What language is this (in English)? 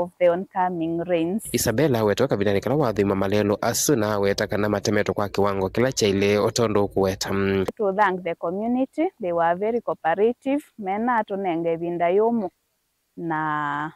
Kamba